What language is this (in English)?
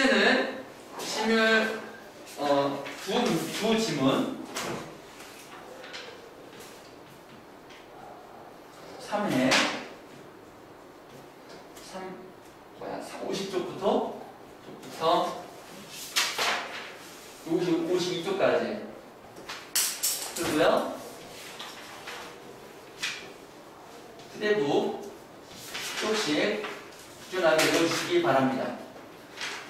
Korean